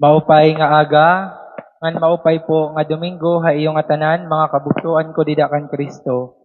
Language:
Waray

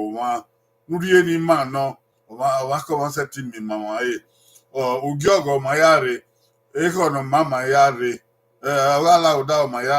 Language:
Bini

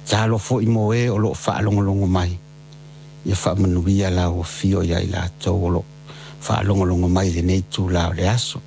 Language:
Samoan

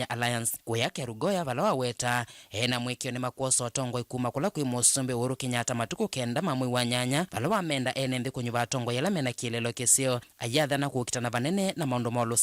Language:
Kamba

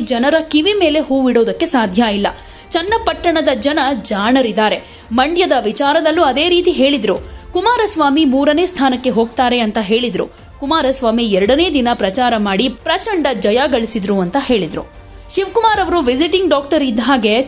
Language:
Kannada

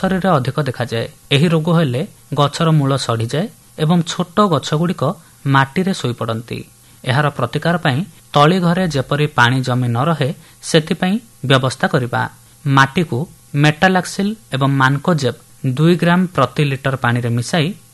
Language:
Odia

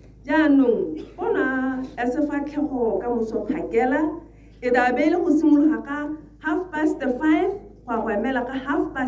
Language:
Tswana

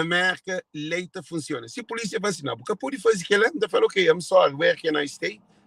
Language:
Kabuverdianu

